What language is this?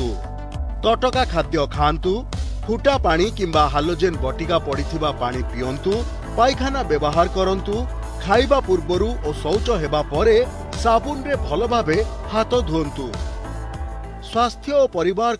Odia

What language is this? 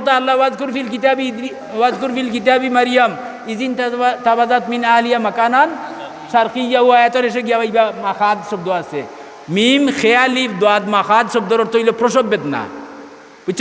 Sylheti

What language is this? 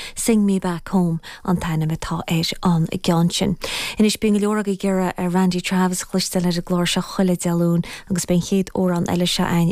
Irish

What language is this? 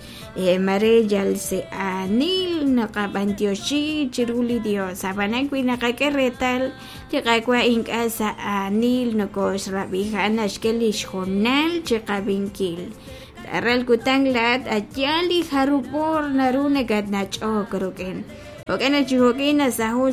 Kekchí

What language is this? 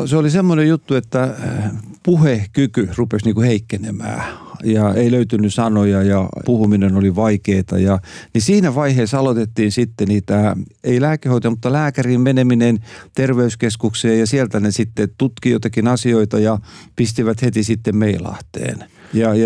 Finnish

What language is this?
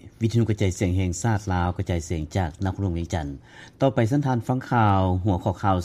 Lao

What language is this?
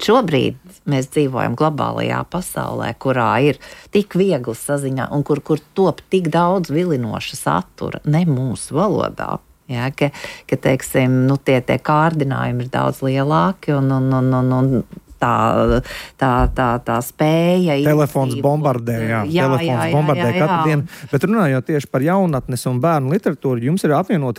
Latvian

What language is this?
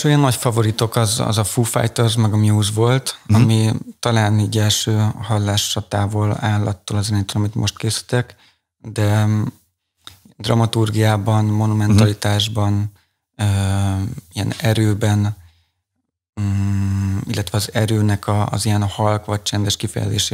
Hungarian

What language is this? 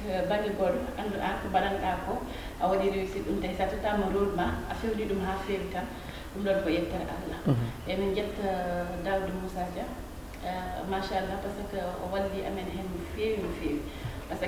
Fula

